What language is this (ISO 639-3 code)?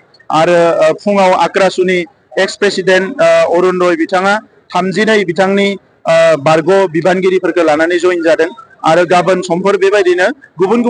brx